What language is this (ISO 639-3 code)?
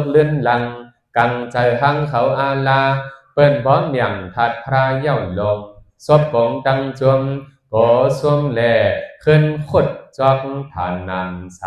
shn